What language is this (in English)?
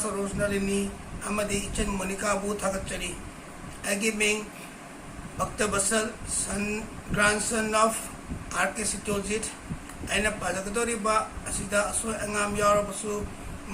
Manipuri